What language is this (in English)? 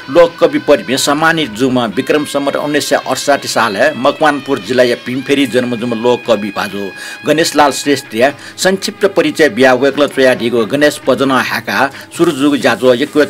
Newari